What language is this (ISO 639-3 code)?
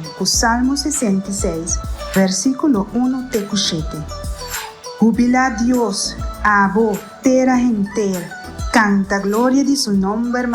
pap